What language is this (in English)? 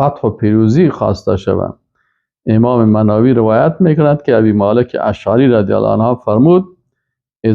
Persian